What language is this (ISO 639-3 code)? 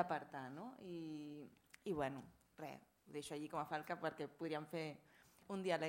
cat